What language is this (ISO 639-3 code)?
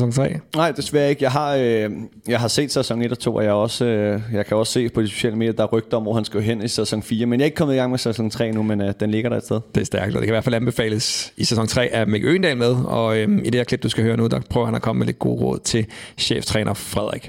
dan